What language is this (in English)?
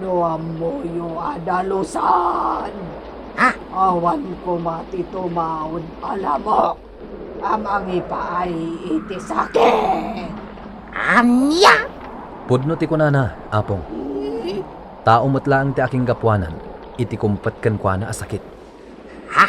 Iloko